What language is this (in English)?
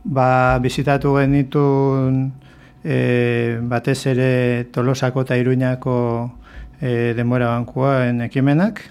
Basque